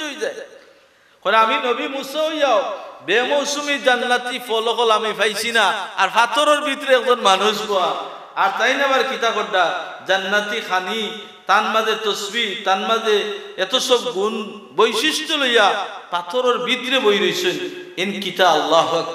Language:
Sylheti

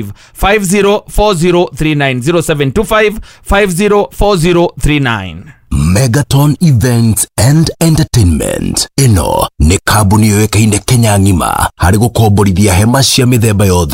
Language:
Kikuyu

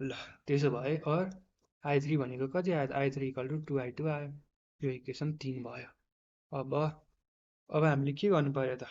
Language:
Nepali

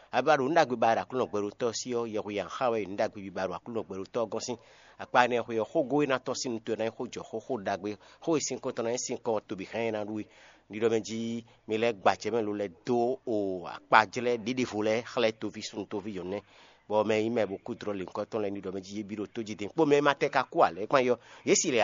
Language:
Fon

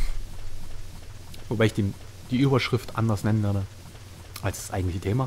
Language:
German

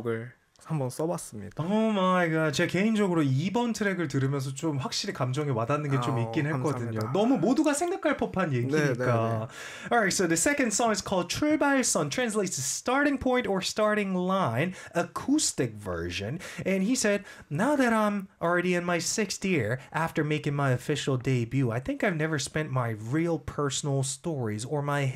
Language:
Korean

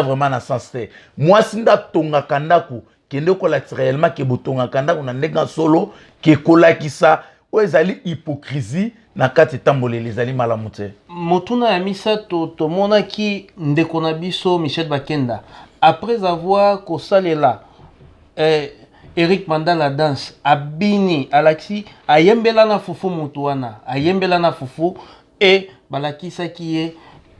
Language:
Lingala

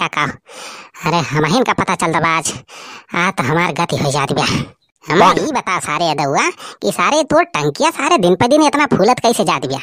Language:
Awadhi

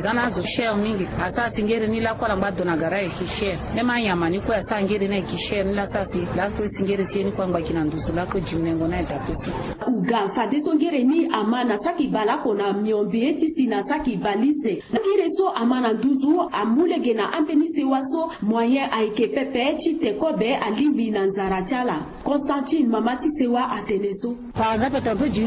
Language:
Sango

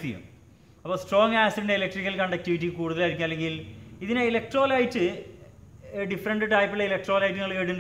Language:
Malayalam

